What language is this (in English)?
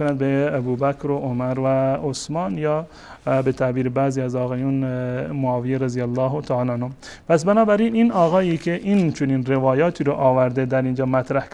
Persian